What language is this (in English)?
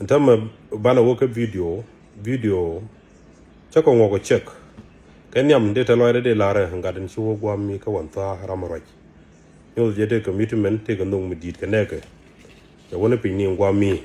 Nuer